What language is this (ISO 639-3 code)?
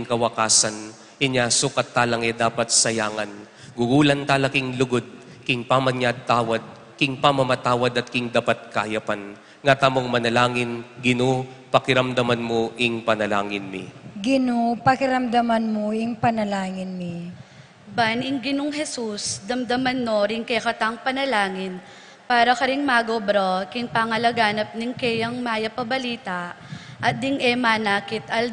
pam